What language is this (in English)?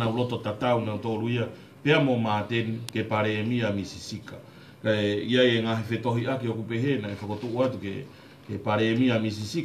Tongan